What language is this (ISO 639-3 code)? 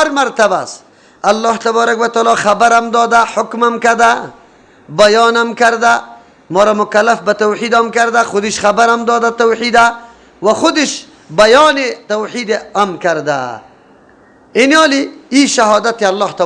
fas